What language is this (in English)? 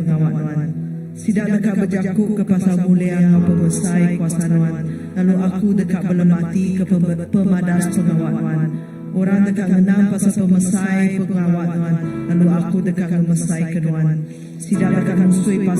Iban